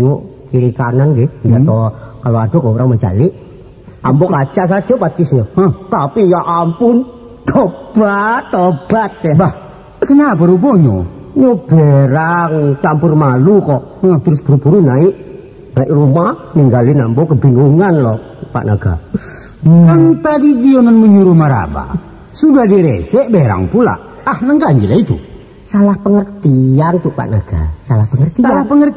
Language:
Minangkabau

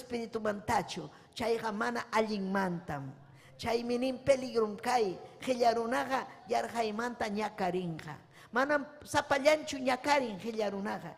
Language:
Ayacucho Quechua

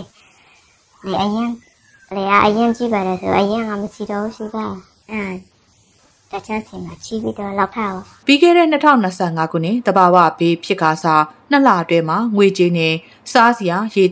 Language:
Burmese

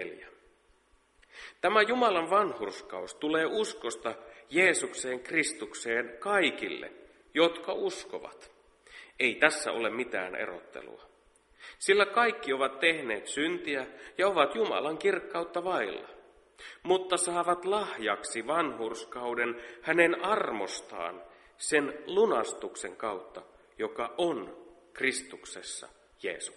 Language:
Finnish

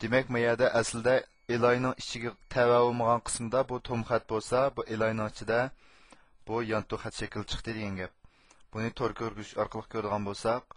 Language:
Uyghur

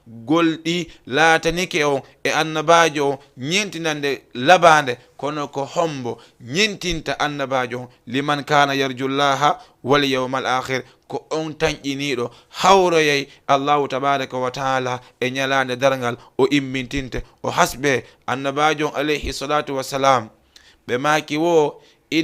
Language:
Fula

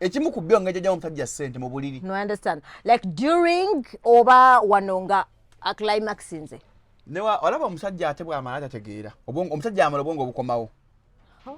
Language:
Ganda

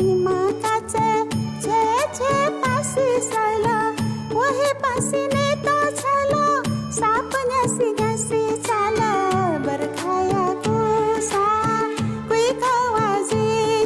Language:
Newari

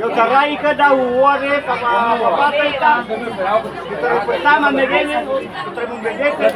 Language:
Nias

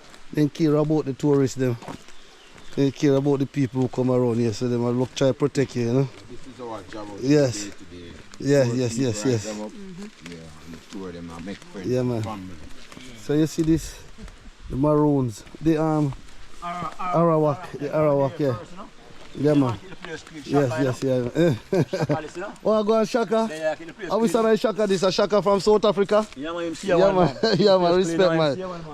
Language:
Jamaican Creole English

